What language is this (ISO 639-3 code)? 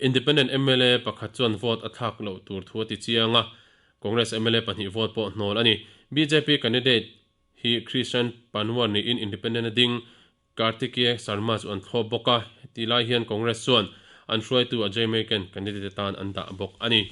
lus